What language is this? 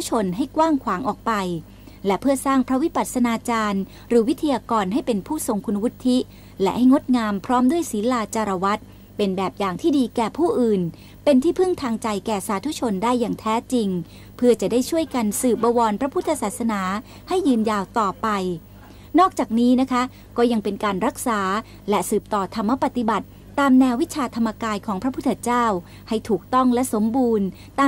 Thai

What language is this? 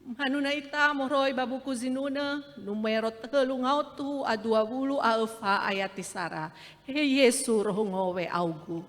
Nias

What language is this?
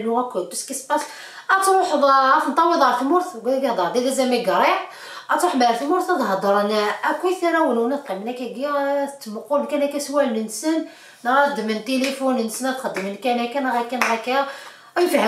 Kabyle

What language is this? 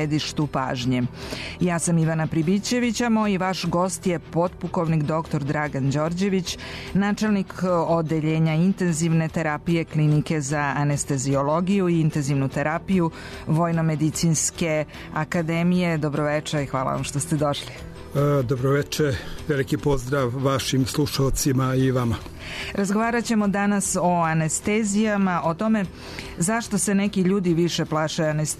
Serbian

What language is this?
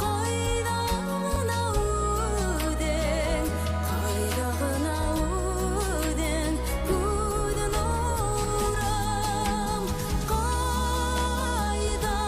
Bashkir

